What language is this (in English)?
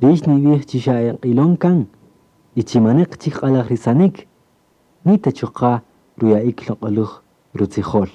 Kaqchikel